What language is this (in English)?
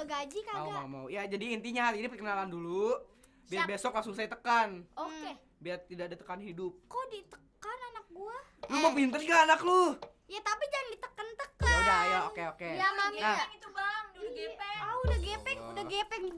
Betawi